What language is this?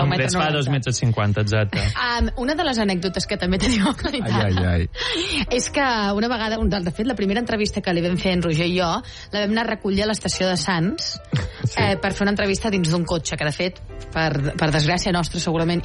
Catalan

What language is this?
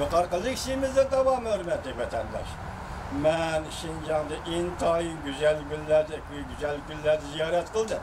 Uyghur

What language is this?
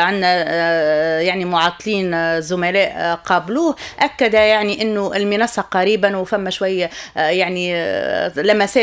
Tunisian Arabic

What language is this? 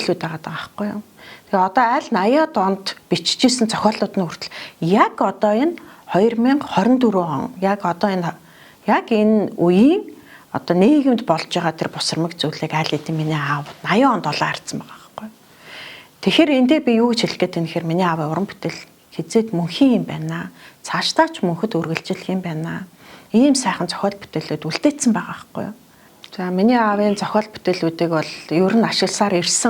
Mongolian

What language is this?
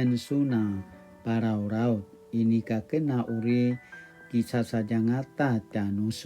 Paiwan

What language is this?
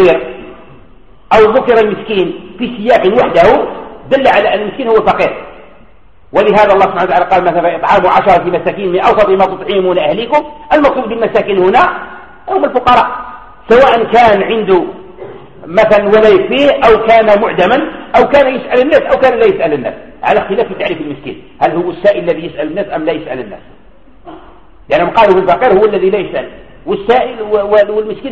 Arabic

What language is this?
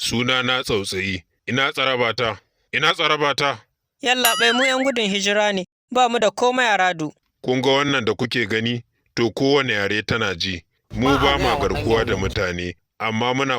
Hausa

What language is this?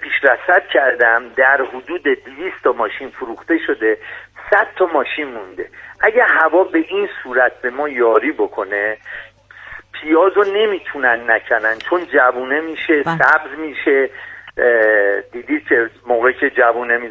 Persian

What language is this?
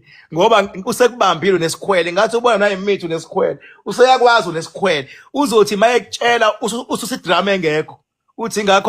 Zulu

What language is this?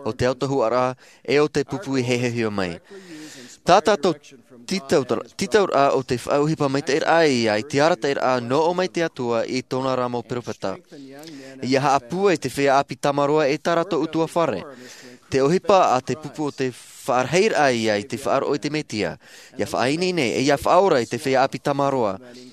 Tahitian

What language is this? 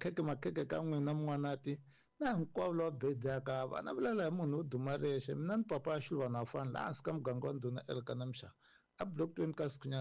Tsonga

